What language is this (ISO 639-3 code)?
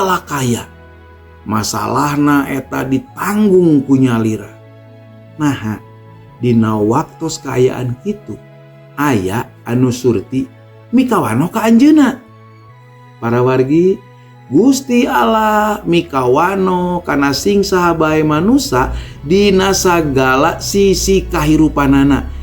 sun